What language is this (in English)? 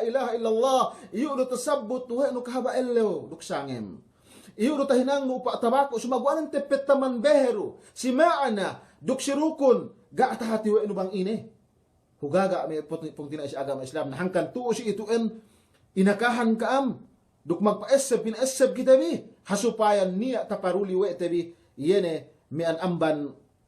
Yakan